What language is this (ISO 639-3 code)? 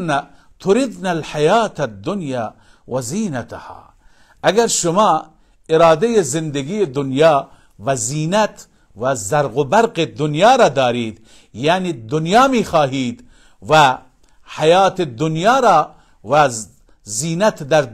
fas